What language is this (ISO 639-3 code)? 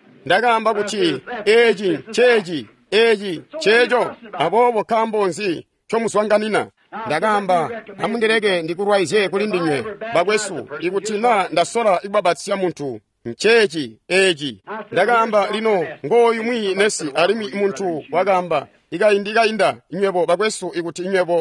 toi